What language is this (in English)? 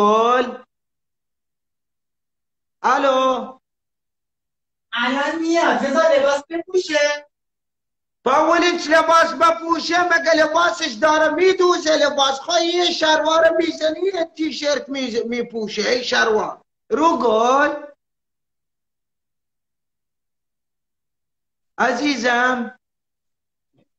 Persian